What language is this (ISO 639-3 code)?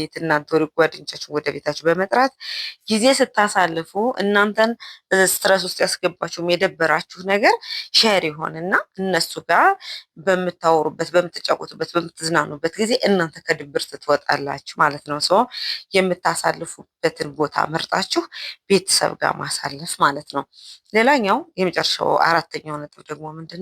amh